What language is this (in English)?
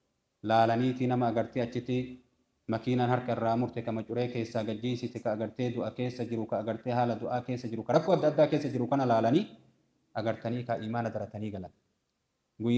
Oromo